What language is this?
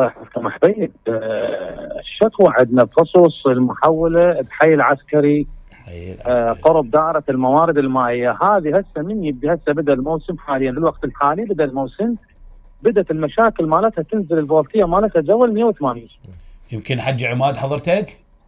Mesopotamian Arabic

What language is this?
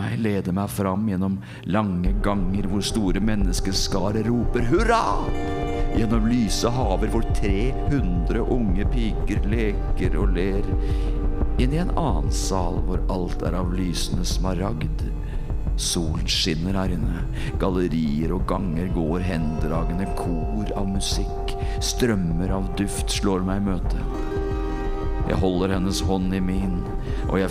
Norwegian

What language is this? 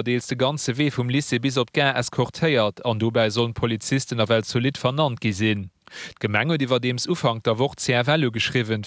Luxembourgish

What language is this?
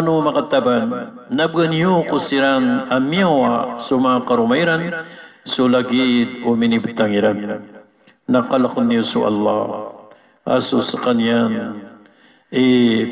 Maranao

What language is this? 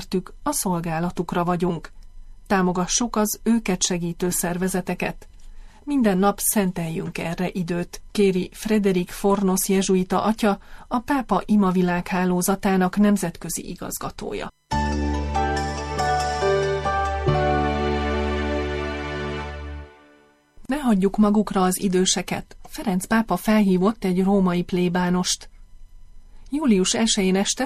Hungarian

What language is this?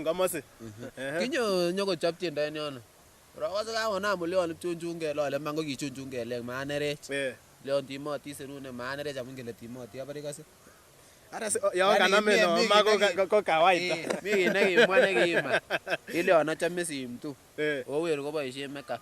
Kalenjin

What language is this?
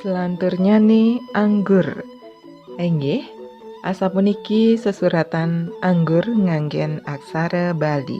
Balinese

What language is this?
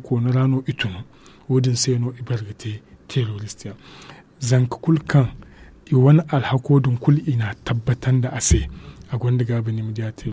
Zarma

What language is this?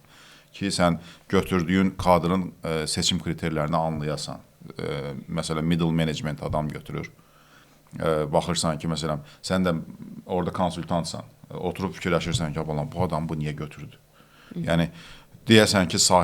Azerbaijani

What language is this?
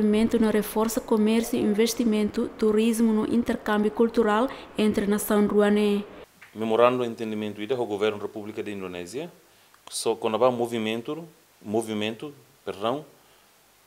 Tetum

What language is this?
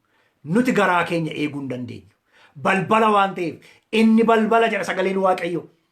Oromo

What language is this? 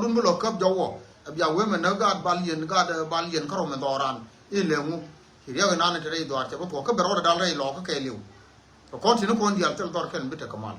Nuer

